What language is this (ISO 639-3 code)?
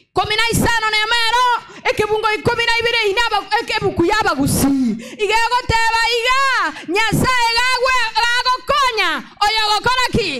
guz